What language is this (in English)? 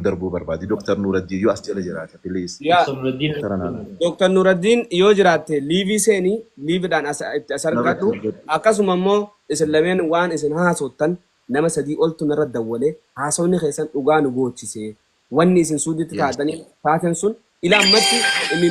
Oromo